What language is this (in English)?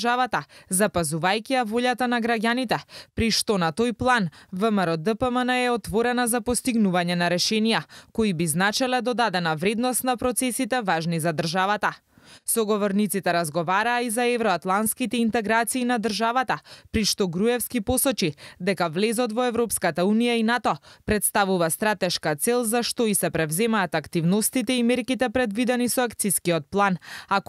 Macedonian